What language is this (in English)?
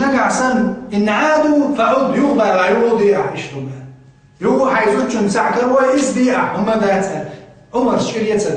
Chechen